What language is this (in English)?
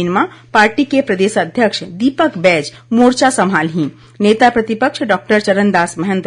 Chhattisgarhi